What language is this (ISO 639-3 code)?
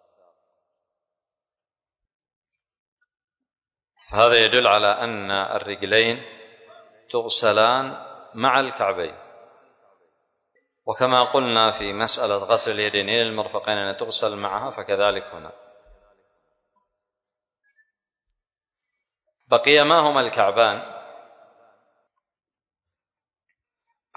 ara